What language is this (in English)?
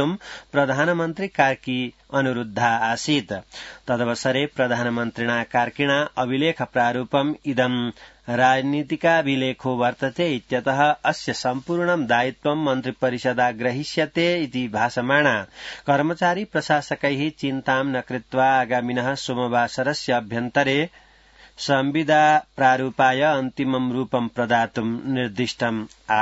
Sanskrit